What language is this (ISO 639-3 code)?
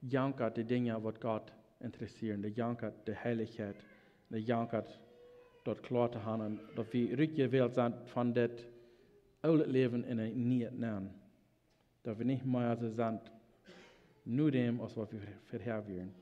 pdt